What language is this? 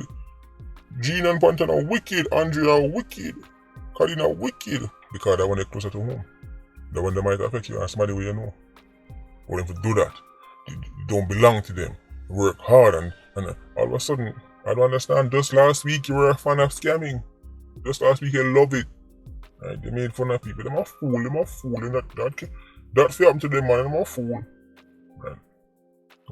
Jamaican Creole English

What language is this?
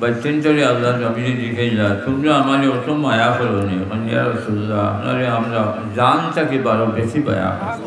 Sylheti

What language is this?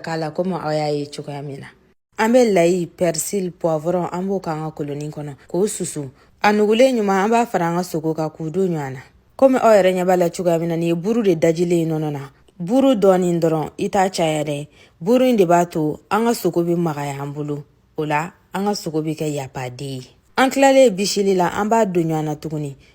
Bambara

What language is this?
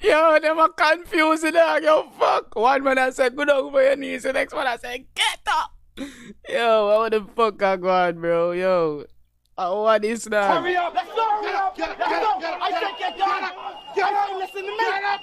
Jamaican Creole English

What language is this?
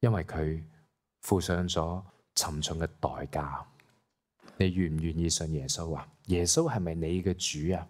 Cantonese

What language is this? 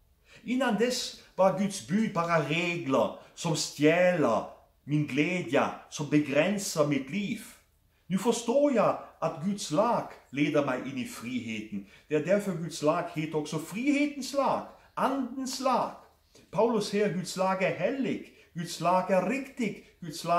Norwegian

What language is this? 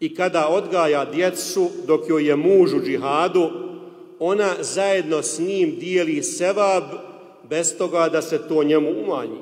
Bosnian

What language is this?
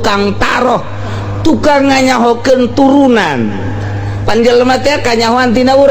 Sundanese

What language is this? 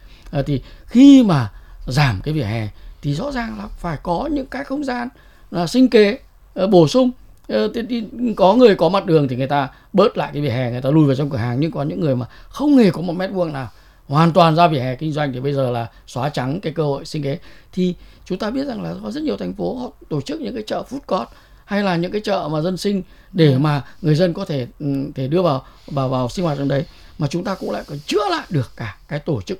Vietnamese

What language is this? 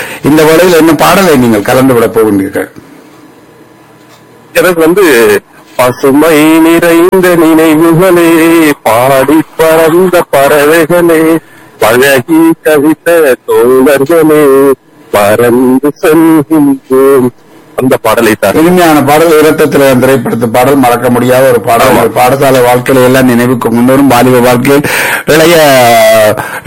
Tamil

